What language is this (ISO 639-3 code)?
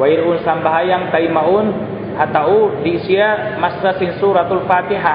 tsg